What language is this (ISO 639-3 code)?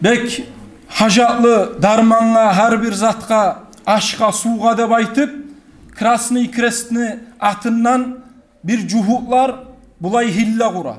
kum